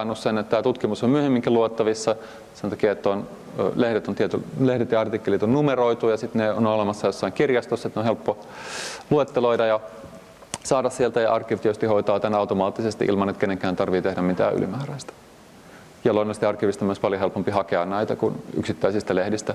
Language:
Finnish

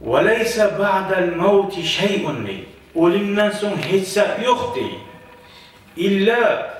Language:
Kumyk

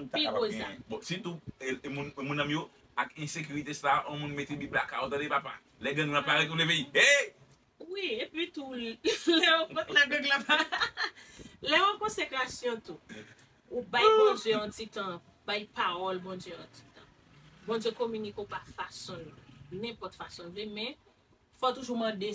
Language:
Haitian Creole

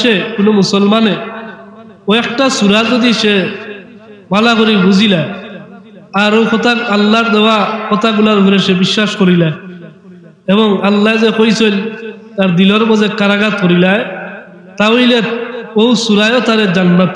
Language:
Sylheti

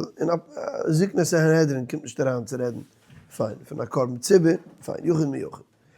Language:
Yiddish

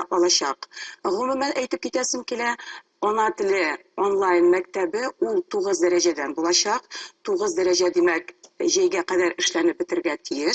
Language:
Tatar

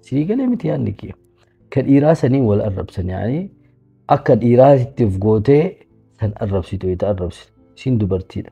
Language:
Oromo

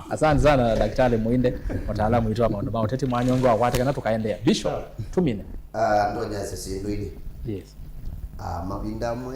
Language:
Kamba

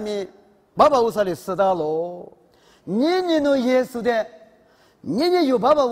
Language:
Lisu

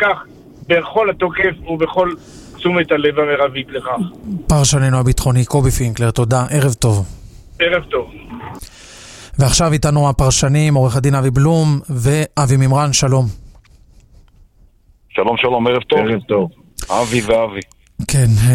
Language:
Hebrew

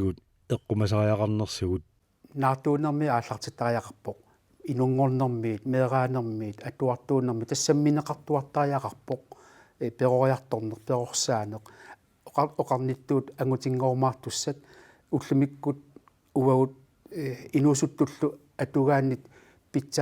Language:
Kalaallisut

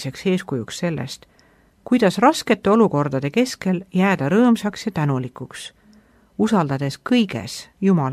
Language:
Estonian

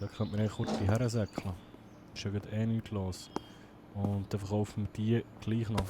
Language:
Swiss German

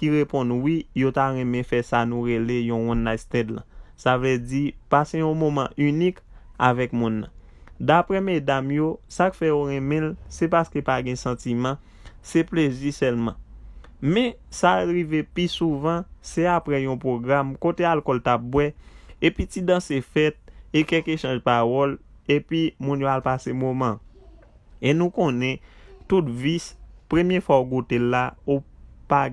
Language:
Haitian Creole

